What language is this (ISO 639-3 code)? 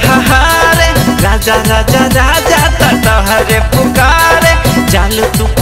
bho